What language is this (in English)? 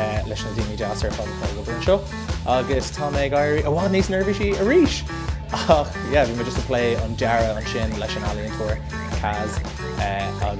Irish